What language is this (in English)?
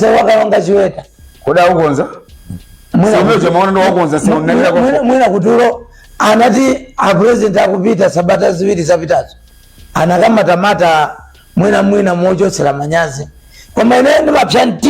Nyanja